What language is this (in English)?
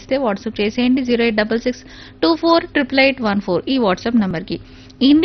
Telugu